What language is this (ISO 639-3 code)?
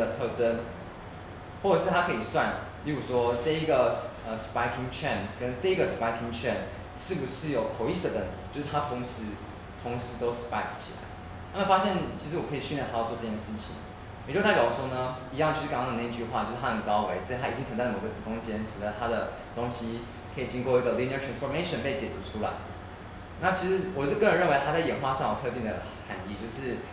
zho